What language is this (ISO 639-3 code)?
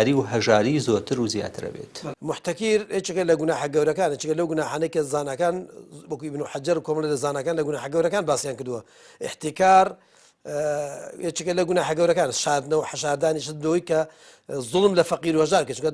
ckb